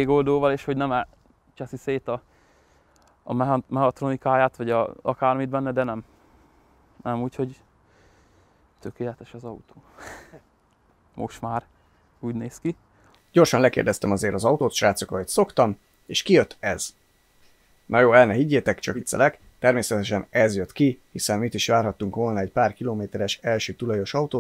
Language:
Hungarian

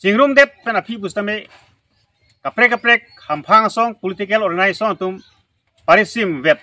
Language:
Karbi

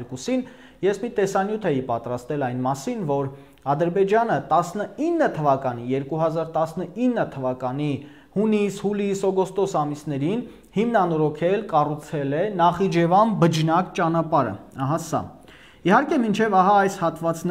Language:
Armenian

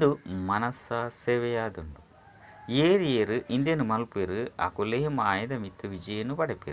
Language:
Tulu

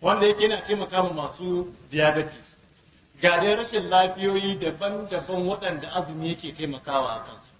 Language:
Hausa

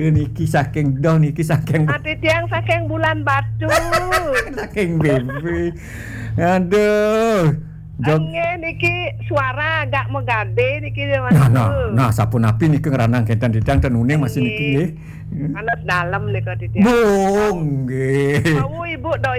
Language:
Balinese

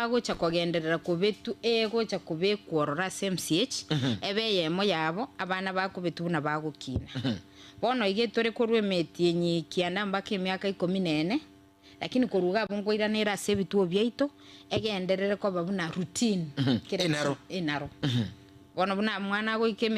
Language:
Gusii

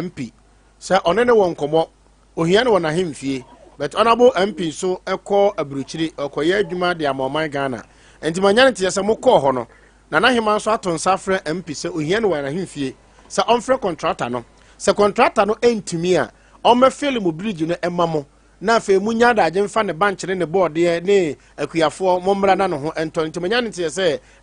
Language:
Akan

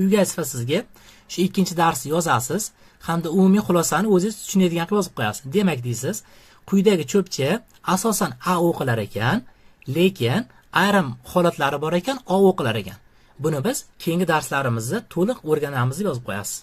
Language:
Uzbek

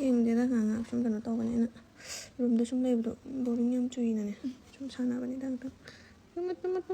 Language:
Manipuri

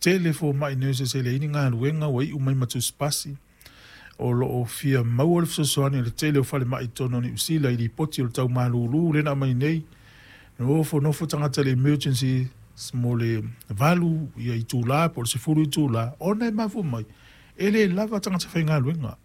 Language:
Samoan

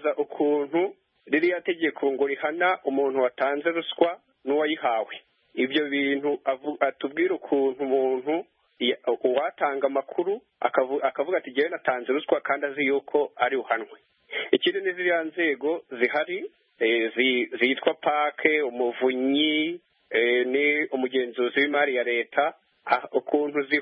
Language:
Kinyarwanda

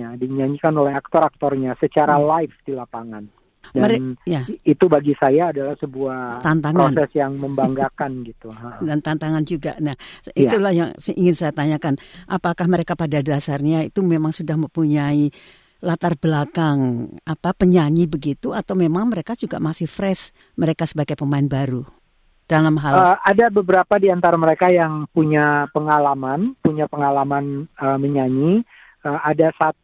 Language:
Indonesian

